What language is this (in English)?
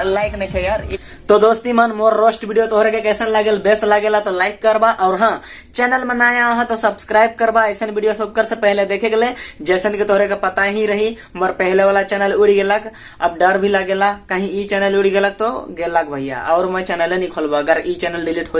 Sadri